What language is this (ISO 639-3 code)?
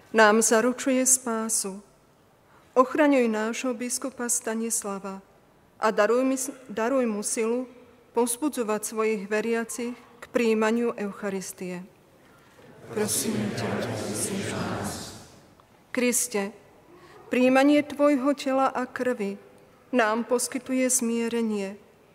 slk